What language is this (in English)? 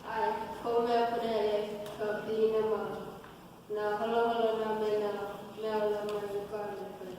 Hawaiian